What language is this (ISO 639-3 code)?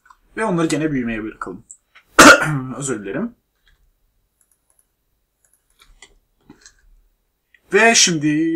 tur